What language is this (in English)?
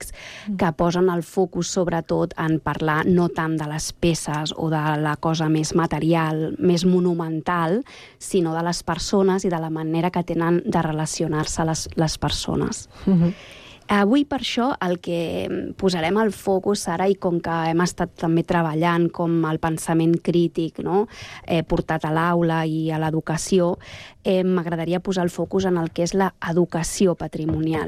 Catalan